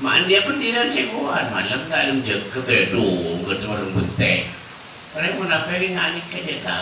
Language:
Madurese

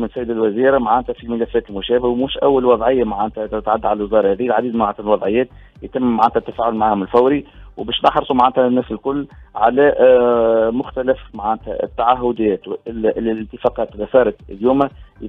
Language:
Tunisian Arabic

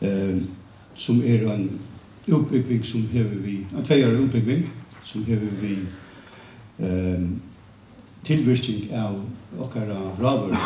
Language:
Faroese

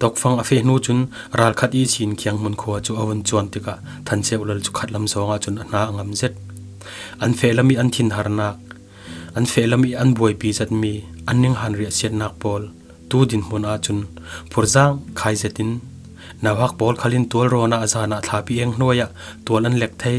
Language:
Falam Chin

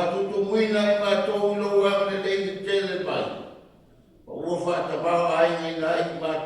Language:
Samoan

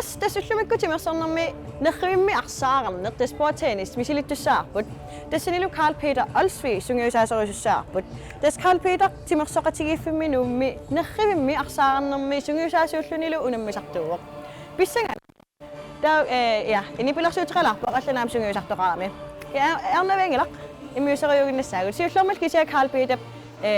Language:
Kalaallisut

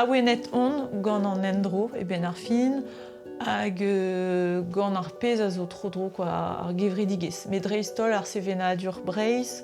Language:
Breton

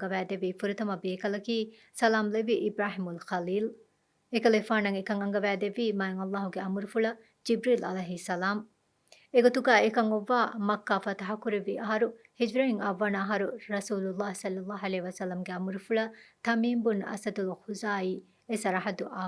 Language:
Divehi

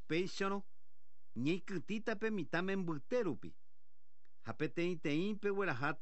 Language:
Guarani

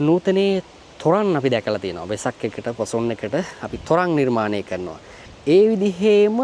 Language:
Sinhala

